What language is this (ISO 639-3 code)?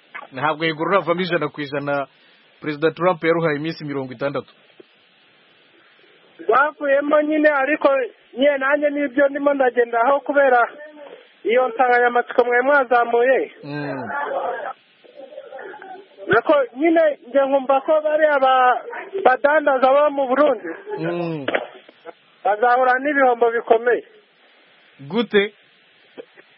kin